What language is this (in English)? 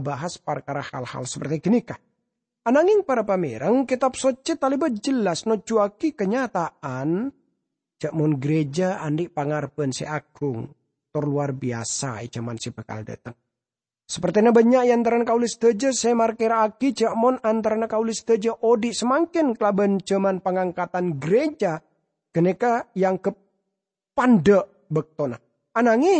Madurese